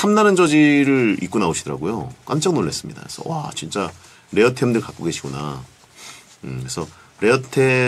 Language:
Korean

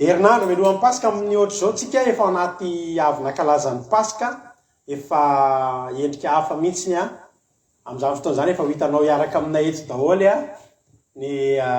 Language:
Malagasy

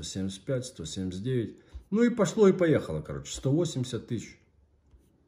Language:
Russian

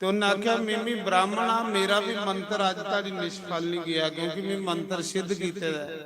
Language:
Dogri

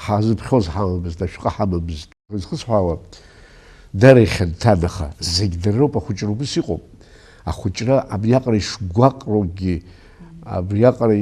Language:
Abkhazian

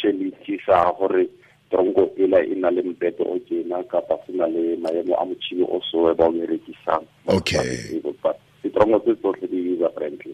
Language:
Tswana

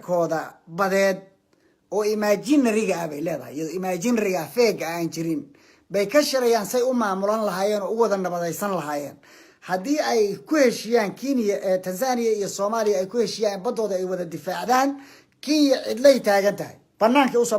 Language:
Somali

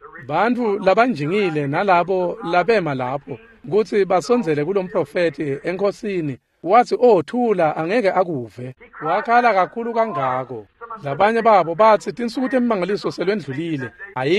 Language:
Swati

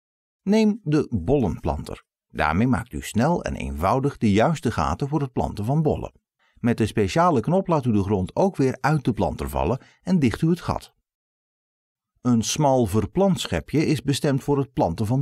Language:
Dutch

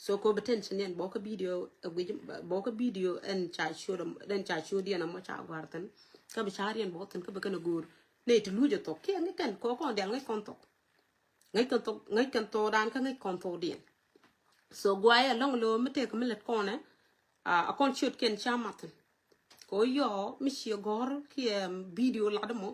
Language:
Nuer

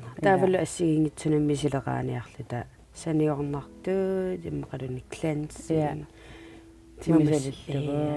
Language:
Kalaallisut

